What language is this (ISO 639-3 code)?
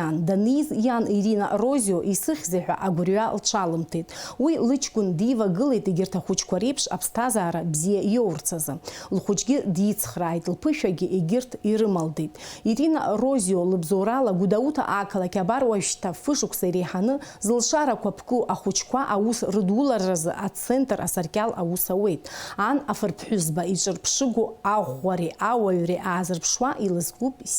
abk